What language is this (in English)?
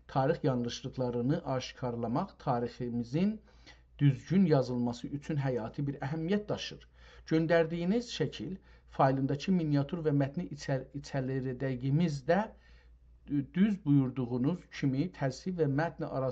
South Azerbaijani